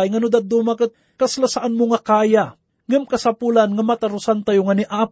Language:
Iloko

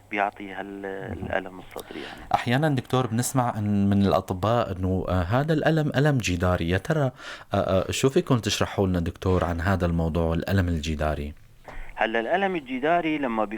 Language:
North Levantine Arabic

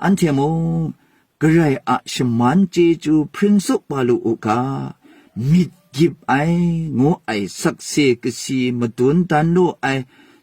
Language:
Kachin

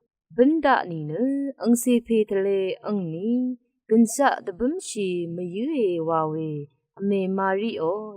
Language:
Rawang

